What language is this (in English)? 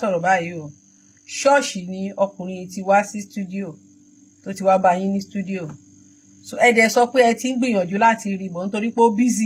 Yoruba